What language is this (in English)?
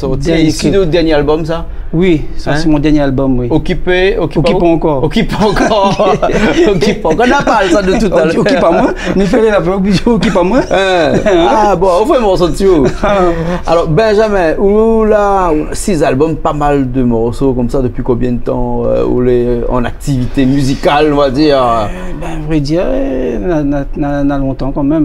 Réunion Creole French